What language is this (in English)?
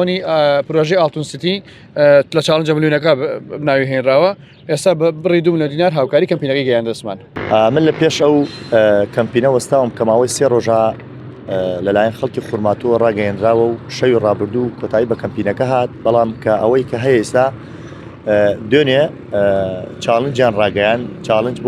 Central Kurdish